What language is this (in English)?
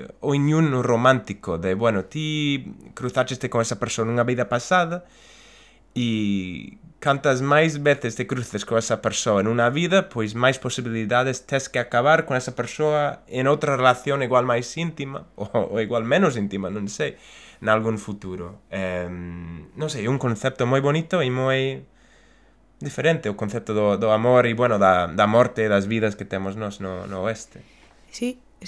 Galician